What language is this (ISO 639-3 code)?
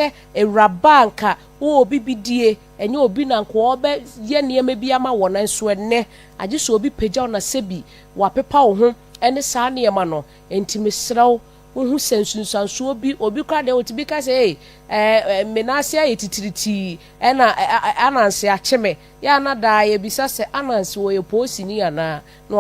aka